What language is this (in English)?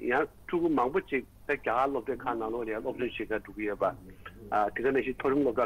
Tibetan